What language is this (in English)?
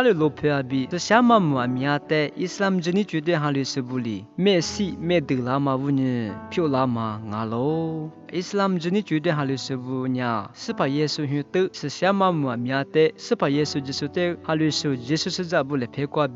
Lisu